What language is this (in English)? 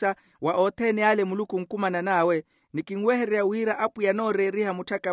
Makhuwa